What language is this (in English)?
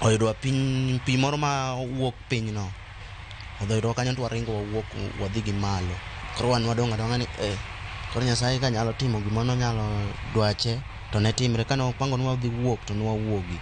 Luo (Kenya and Tanzania)